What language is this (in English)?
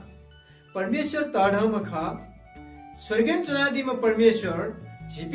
Newari